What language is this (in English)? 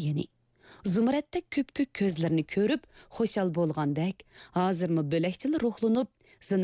Uyghur